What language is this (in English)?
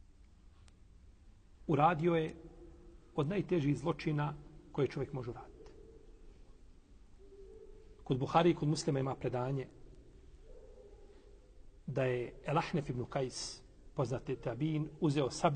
Bosnian